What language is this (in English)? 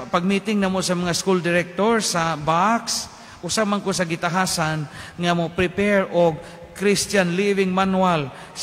Cebuano